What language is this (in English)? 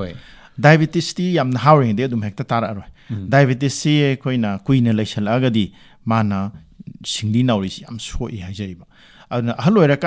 Manipuri